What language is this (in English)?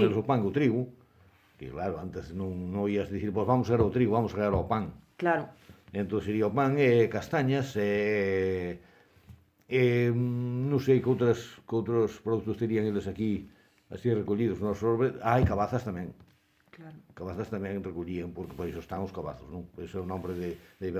Galician